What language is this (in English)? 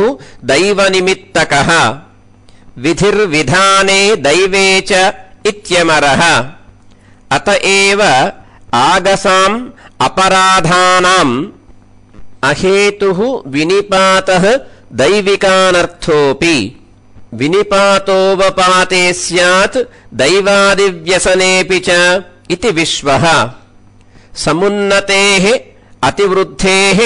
Sanskrit